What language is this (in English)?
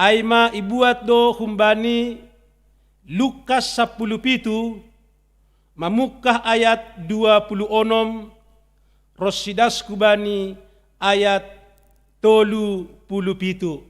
Batak Simalungun